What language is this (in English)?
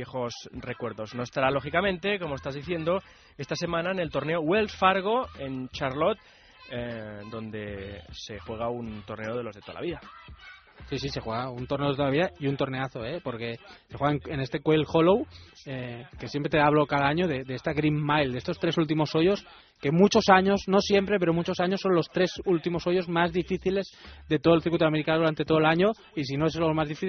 Spanish